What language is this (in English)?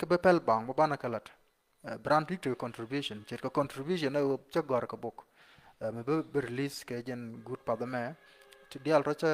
Nuer